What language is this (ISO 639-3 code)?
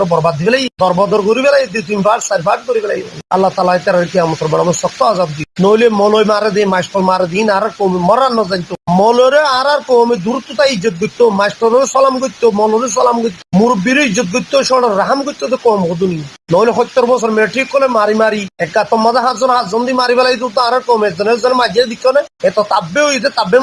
rhg